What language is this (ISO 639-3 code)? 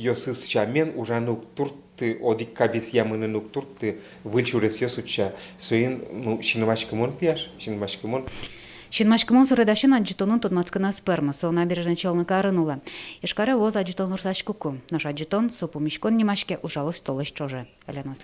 udm